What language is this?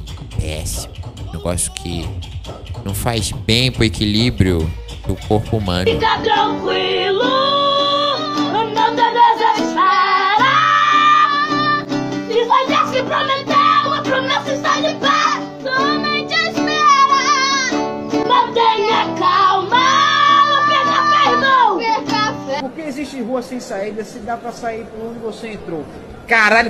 Portuguese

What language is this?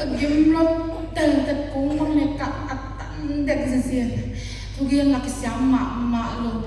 Paite Chin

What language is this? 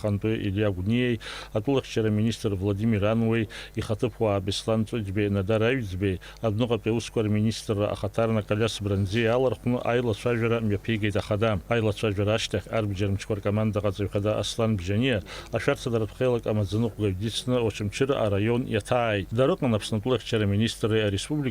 Abkhazian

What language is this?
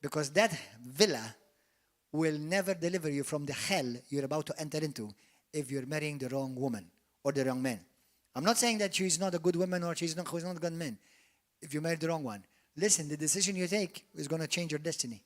English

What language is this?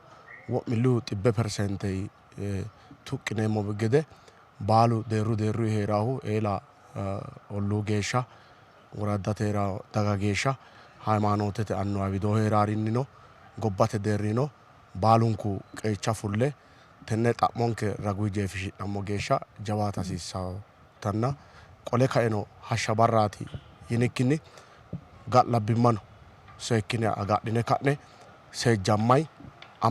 Sidamo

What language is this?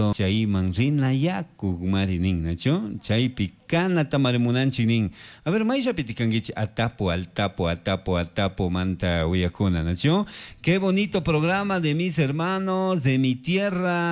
Chimborazo Highland Quichua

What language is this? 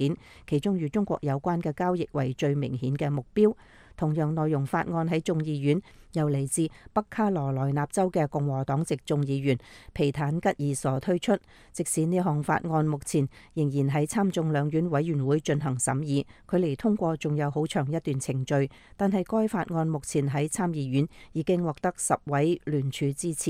Cantonese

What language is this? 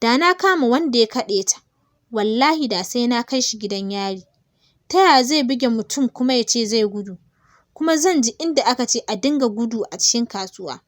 Hausa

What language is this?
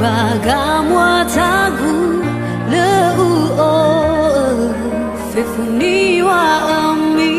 Nias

